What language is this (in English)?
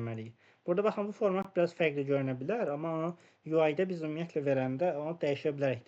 Azerbaijani